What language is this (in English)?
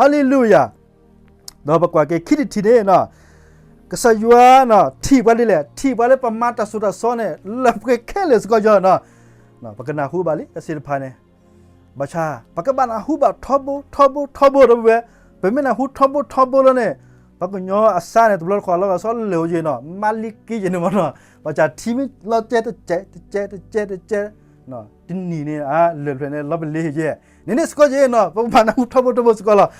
S'gaw Karen